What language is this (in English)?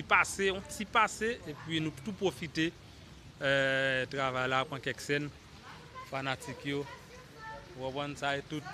Haitian Creole